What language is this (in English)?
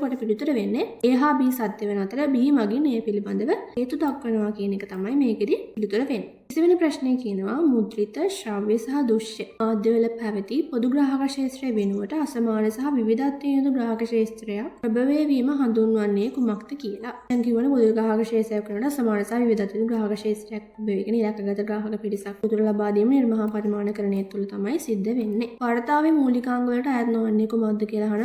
Sinhala